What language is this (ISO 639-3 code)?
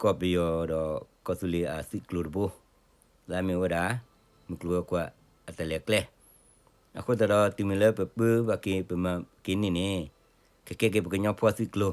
ksw